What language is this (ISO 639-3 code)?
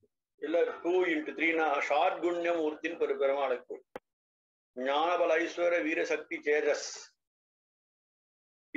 tam